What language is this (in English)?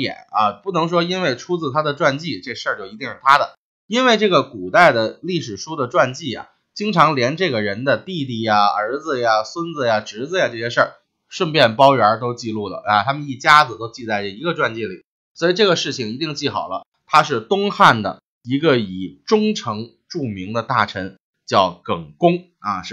Chinese